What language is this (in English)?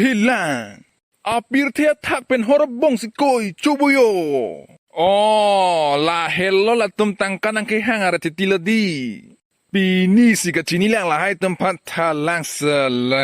Karbi